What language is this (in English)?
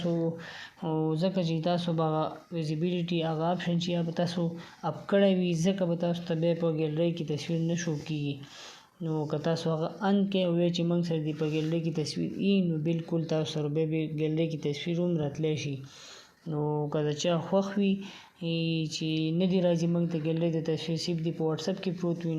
Pashto